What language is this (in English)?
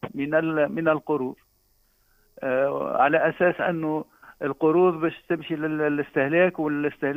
Tunisian Arabic